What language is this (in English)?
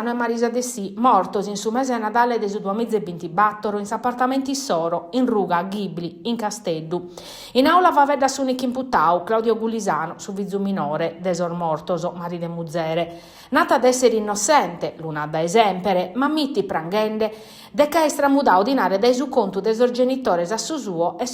Sardinian